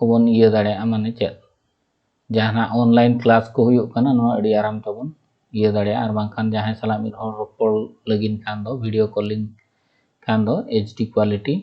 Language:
Santali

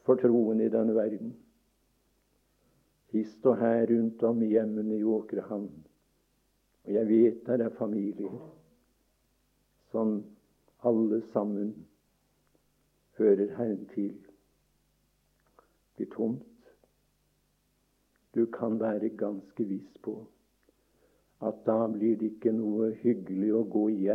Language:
Norwegian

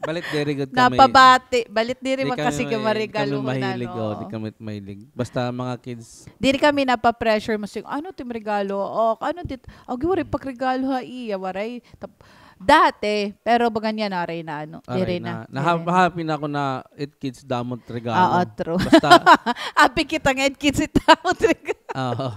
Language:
Waray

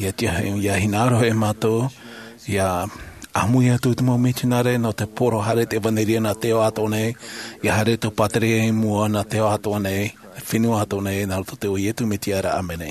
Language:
Tahitian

